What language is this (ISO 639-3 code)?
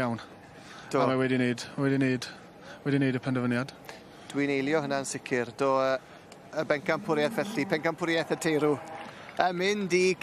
cym